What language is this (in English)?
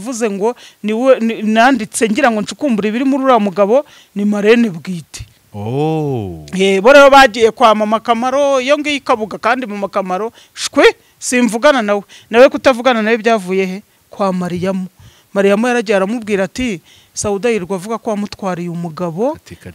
Kinyarwanda